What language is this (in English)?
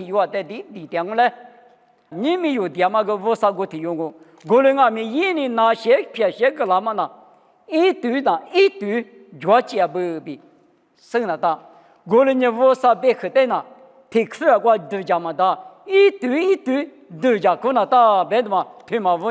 Lisu